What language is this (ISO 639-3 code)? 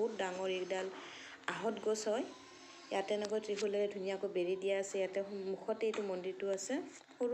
asm